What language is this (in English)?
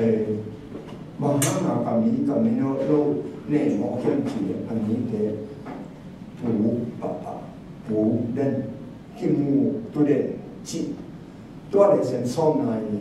Tedim Chin